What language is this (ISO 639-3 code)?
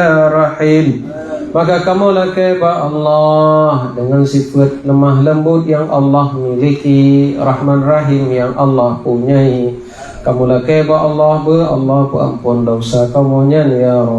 ace